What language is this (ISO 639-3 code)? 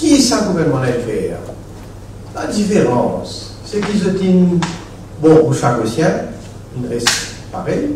mfe